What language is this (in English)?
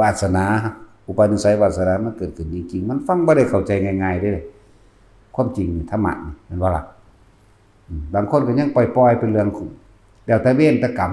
Northeastern Thai